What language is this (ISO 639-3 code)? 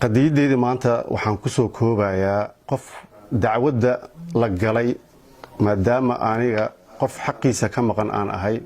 som